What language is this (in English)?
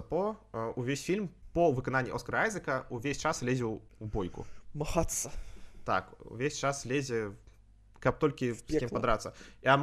Belarusian